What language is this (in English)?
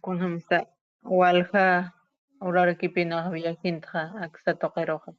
Aymara